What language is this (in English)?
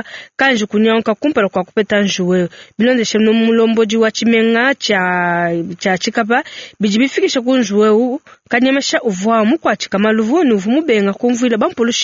Luba-Lulua